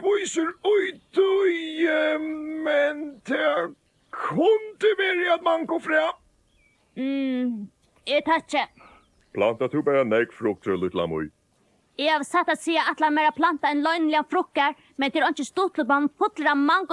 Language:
Faroese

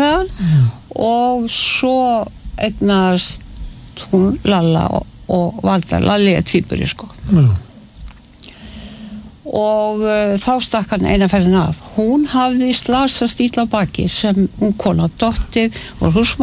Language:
Icelandic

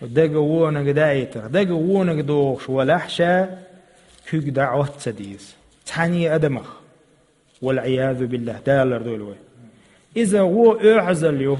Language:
Chechen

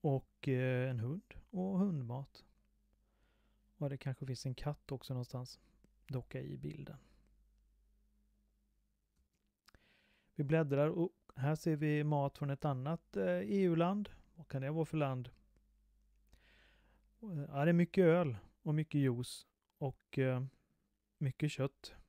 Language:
Swedish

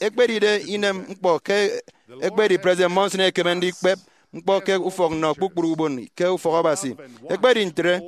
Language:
Efik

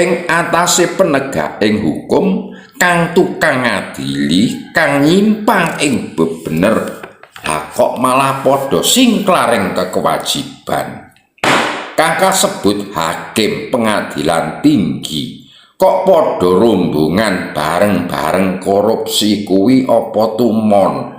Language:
Javanese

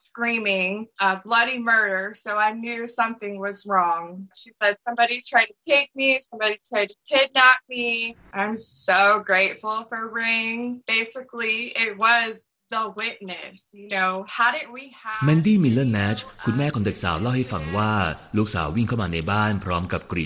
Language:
Thai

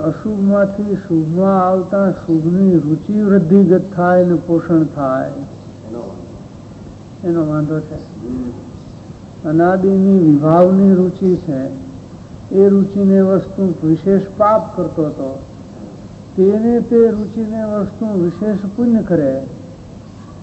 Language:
Gujarati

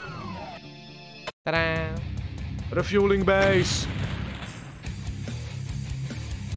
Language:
Czech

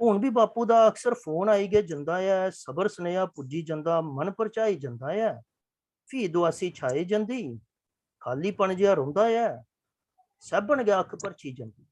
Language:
Dogri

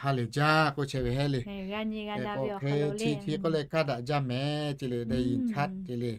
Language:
Lahu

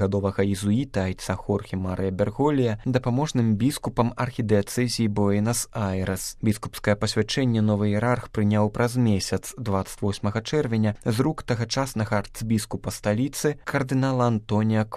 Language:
Belarusian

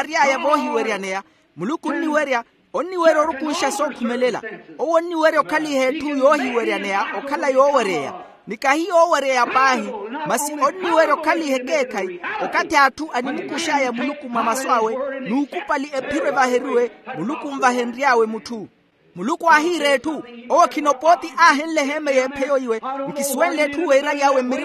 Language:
Makhuwa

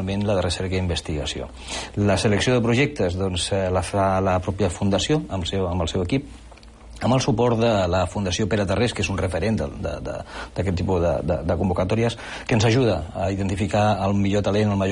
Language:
Catalan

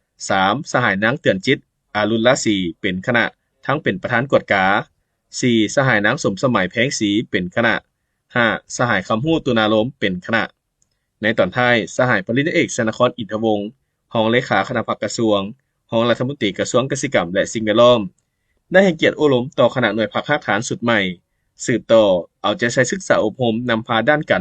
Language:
Lao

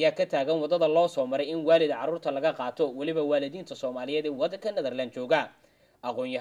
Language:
Somali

